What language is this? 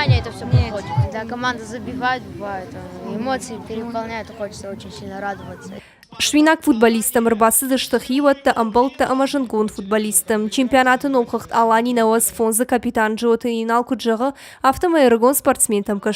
Ossetic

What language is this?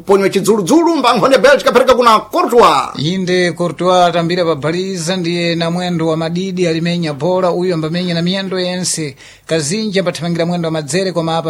Sena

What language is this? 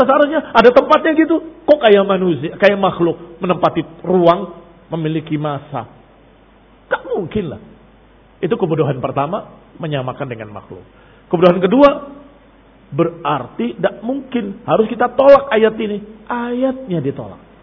Indonesian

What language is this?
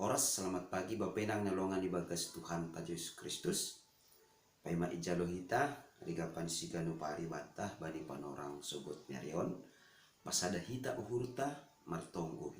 Batak Simalungun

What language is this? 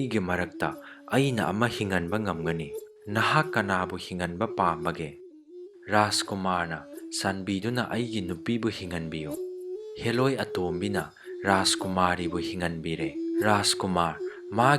Manipuri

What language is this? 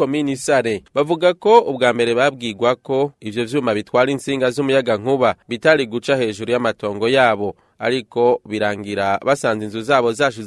Rundi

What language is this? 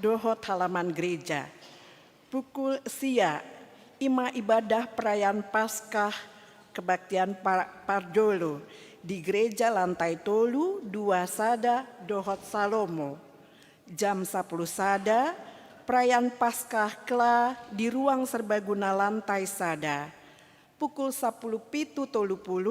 Batak Toba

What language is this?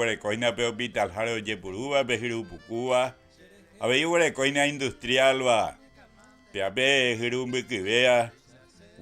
Guarani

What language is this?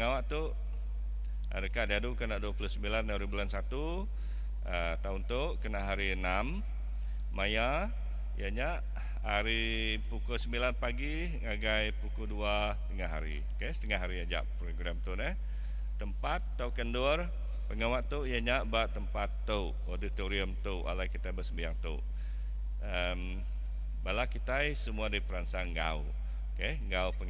Iban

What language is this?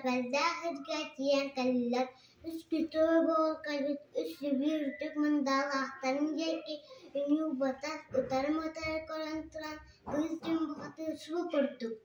Yakut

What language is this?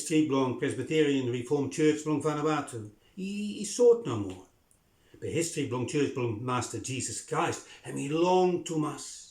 Bislama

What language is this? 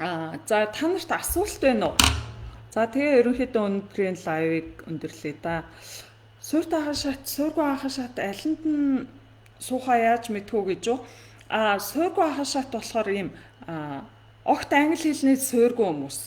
Mongolian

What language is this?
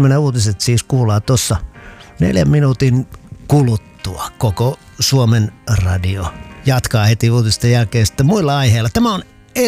Finnish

